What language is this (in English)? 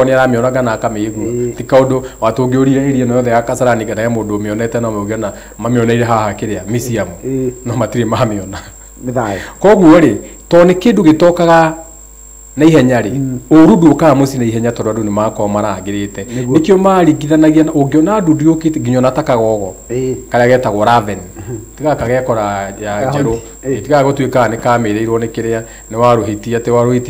Kikuyu